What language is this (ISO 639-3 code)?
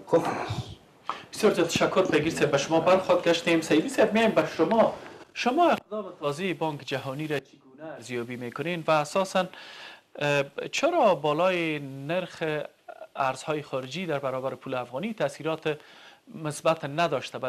fas